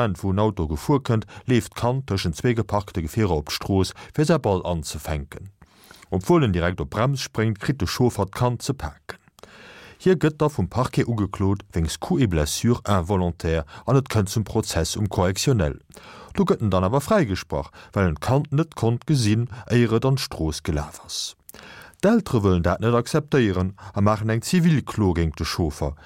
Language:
Luxembourgish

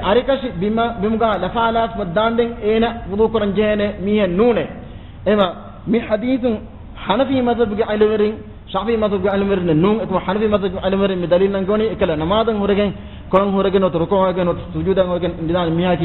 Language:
Divehi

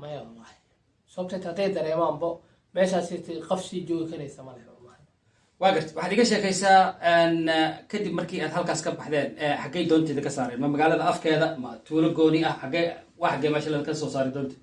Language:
Somali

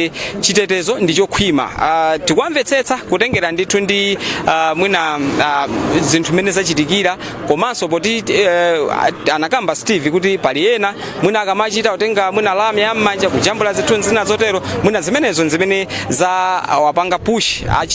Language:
Nyanja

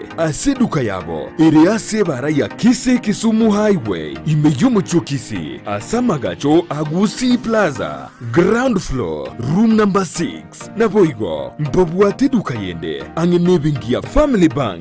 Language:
Gusii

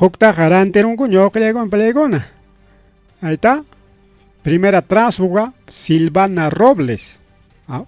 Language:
Ayacucho Quechua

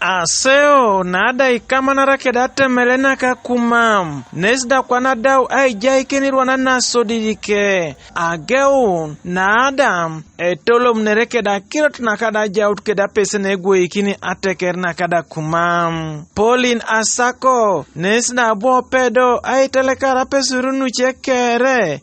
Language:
Teso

